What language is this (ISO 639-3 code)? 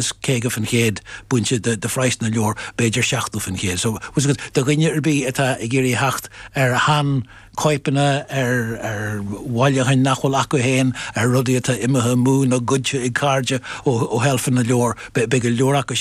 gle